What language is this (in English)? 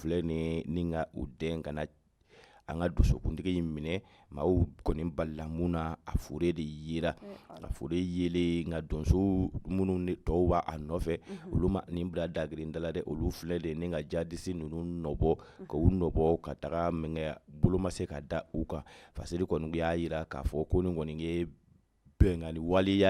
Bambara